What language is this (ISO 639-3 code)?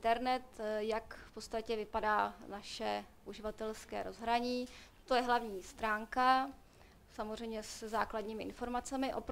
ces